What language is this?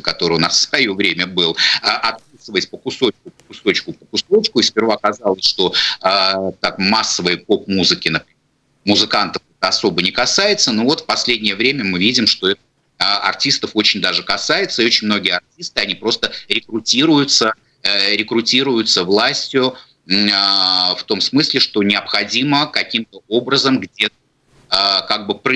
Russian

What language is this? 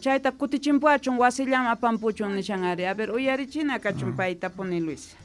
South Bolivian Quechua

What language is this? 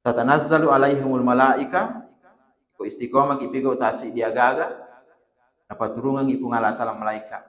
Buginese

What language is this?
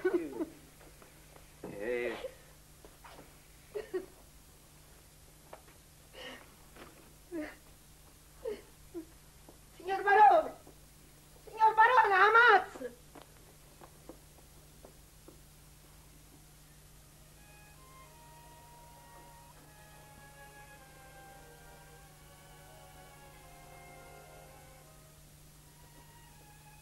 Italian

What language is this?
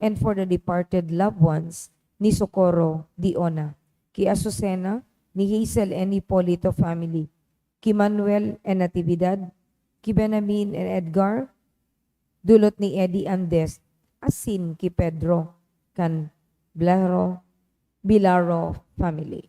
Bikol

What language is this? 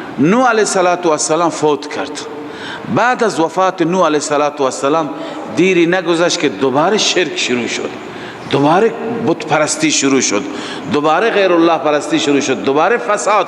Persian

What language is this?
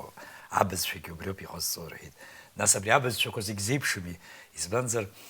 Abkhazian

